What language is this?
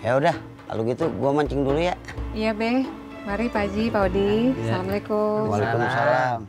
Betawi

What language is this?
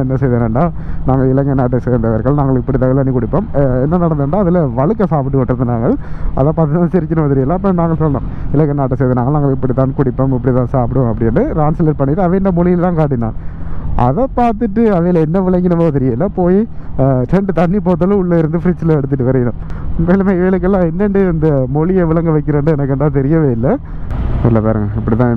Tamil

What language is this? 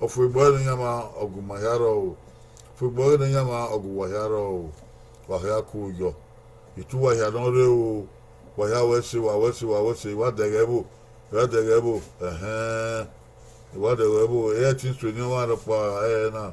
Bini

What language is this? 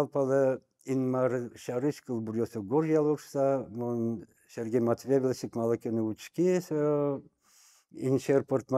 Udmurt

